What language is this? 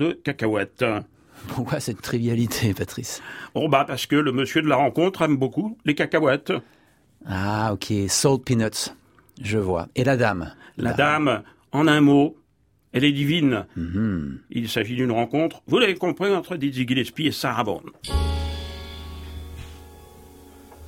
French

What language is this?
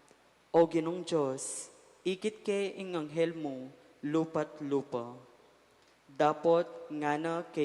Pampanga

